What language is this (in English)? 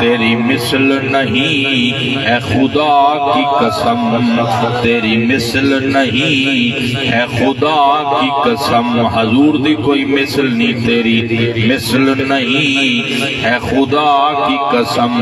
Saraiki